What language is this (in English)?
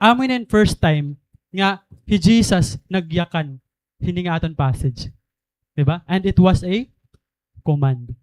Waray